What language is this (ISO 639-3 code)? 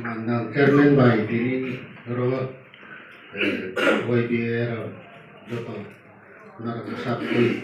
ria